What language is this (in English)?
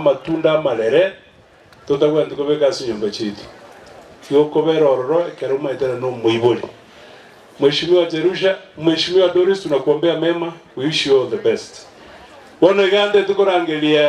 Gusii